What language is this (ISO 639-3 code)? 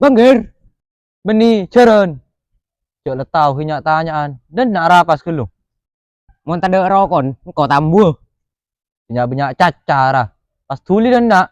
mad